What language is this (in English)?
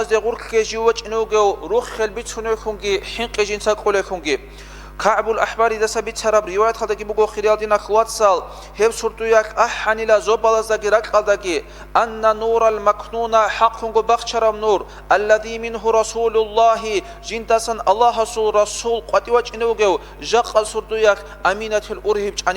Avaric